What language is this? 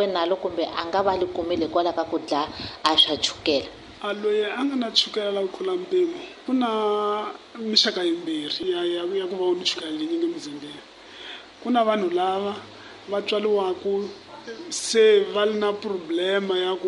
Tsonga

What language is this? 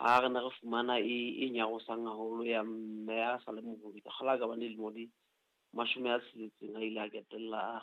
Southern Sotho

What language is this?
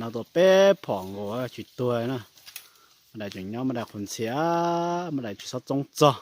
Hmong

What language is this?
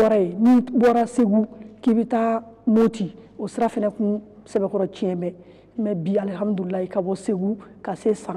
Bambara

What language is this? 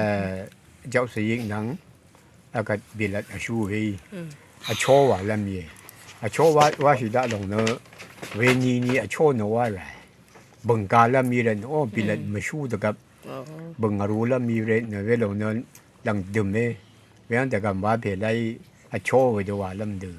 Rawang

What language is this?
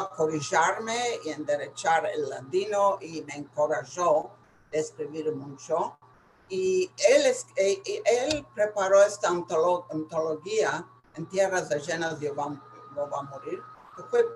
Ladino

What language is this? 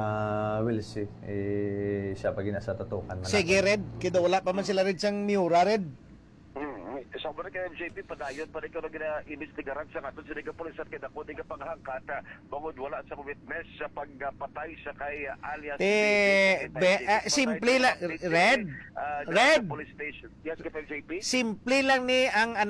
Hiligaynon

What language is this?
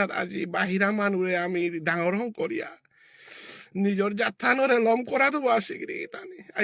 Bishnupriya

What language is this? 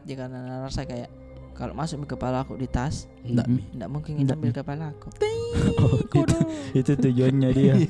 Makassar Malay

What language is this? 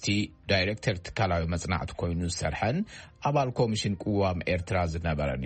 Tigrinya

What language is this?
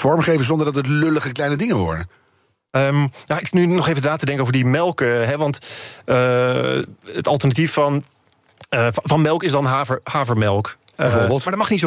Dutch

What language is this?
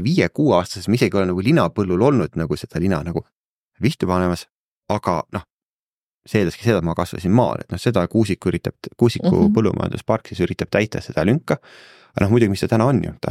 Estonian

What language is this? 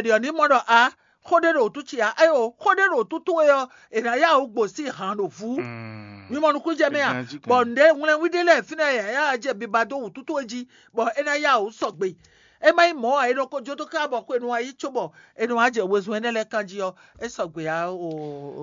Fon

